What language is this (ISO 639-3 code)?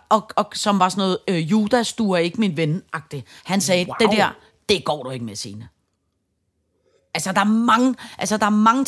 dan